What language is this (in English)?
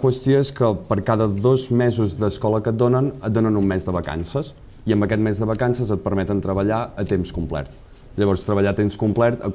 Catalan